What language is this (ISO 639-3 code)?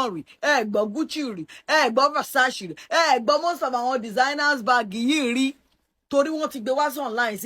yor